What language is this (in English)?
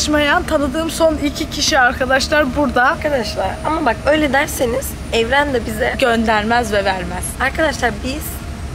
Turkish